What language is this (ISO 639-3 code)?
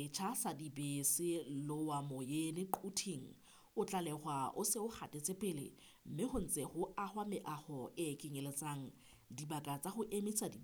sot